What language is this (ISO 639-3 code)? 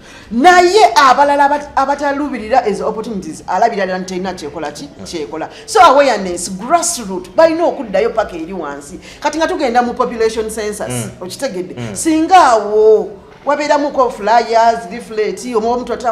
lug